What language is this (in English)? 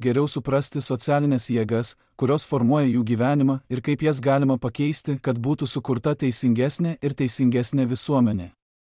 Lithuanian